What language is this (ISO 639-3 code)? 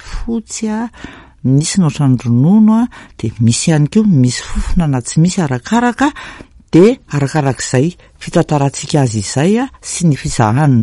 mlg